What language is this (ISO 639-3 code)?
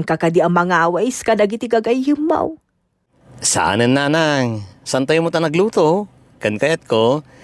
ilo